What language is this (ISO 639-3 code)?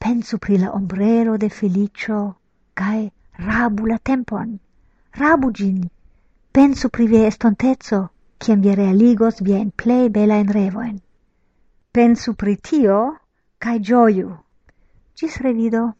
epo